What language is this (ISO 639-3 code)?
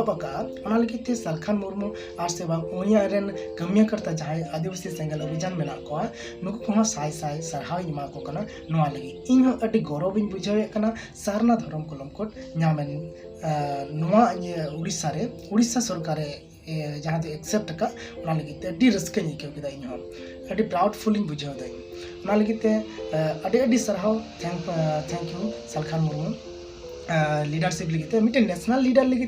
sat